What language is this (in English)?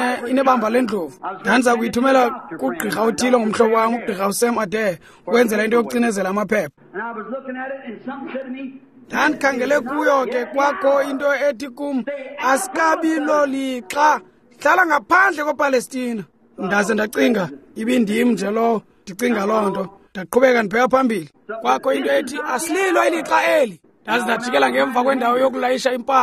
Xhosa